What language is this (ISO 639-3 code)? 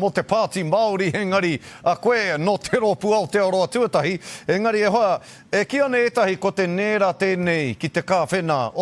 mri